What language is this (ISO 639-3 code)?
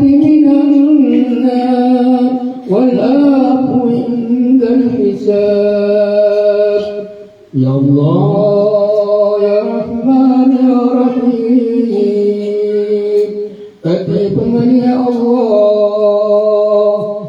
mrw